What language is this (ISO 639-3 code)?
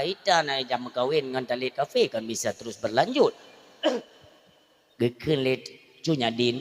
ace